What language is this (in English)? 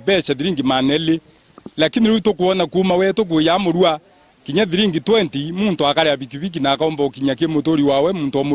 Meru